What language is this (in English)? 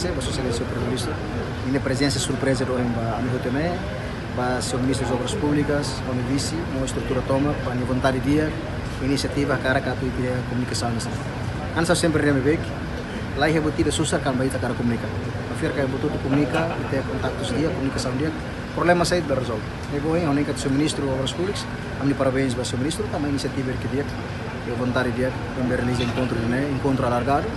Tetum